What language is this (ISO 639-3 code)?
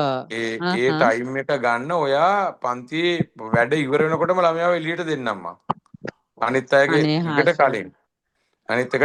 sin